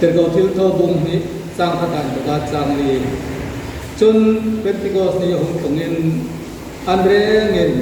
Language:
Hmar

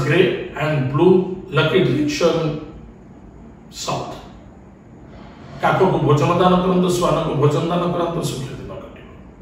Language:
Odia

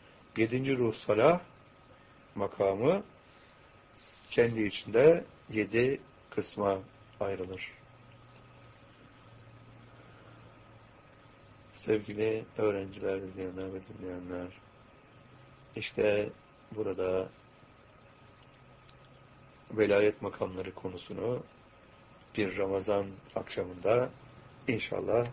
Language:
Turkish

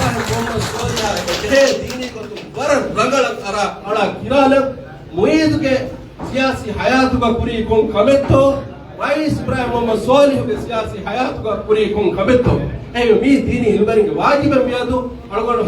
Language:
Divehi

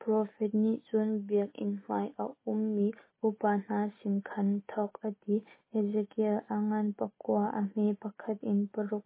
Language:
Hakha Chin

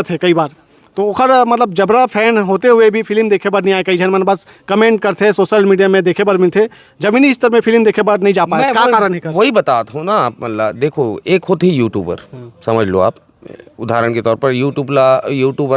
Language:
Chhattisgarhi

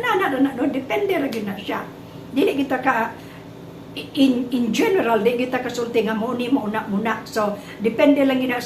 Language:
Cebuano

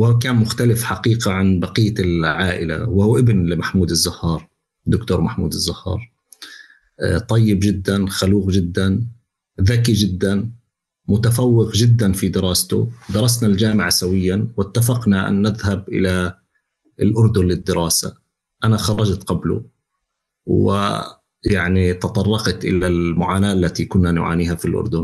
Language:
North Levantine Arabic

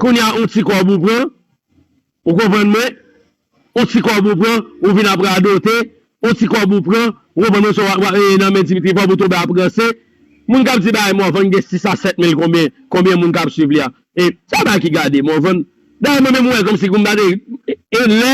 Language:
Haitian Creole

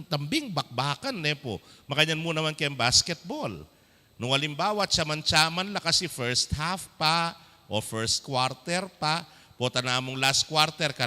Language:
Pampanga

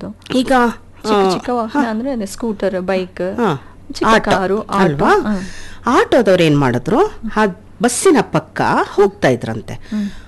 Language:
Kannada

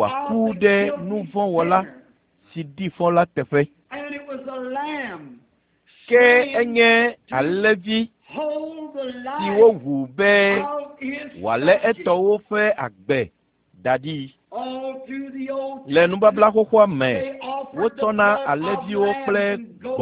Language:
Ewe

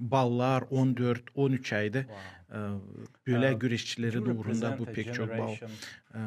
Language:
Gagauz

